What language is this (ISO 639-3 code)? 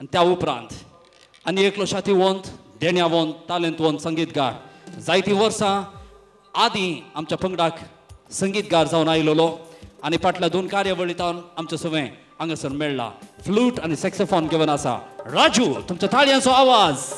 kok